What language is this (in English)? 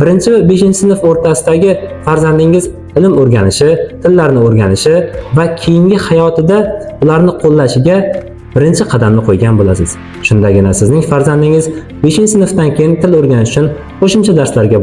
Uzbek